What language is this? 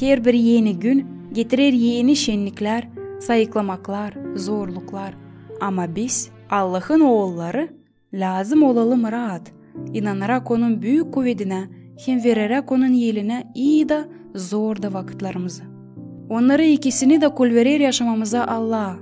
Gagauz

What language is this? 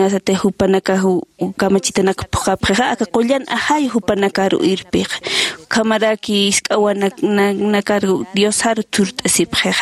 Aymara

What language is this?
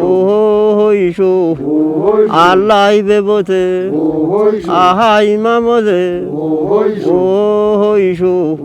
Kafa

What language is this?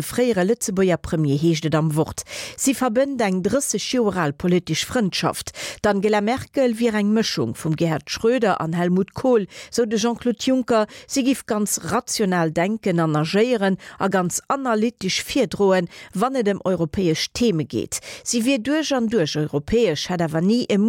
Luxembourgish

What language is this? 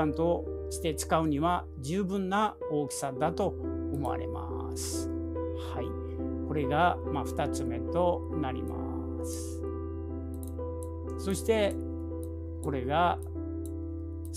Japanese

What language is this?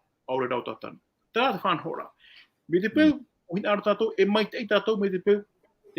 Tahitian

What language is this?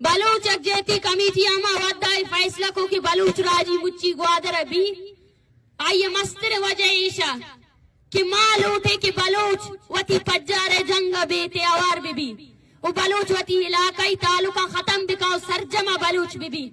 Baluchi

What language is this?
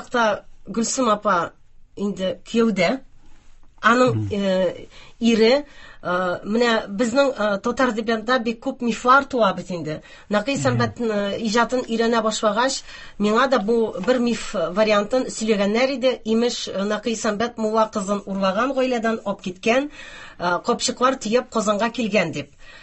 Tatar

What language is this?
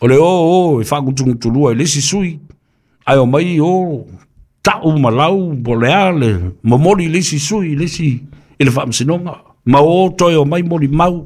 Samoan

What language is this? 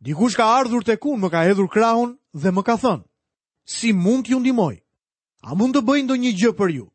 Albanian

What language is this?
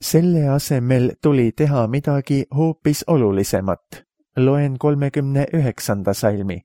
Estonian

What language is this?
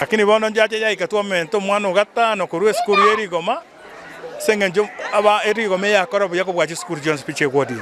Gusii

